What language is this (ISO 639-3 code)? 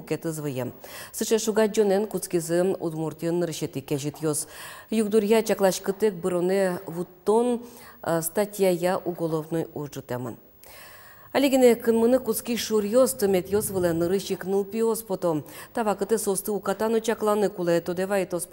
udm